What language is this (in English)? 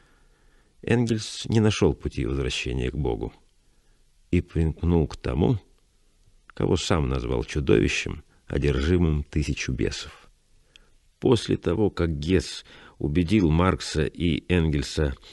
Russian